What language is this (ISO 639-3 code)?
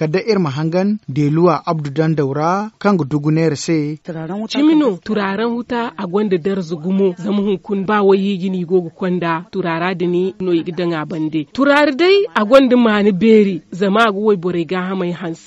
dje